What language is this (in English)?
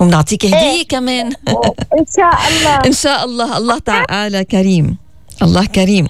North Levantine Arabic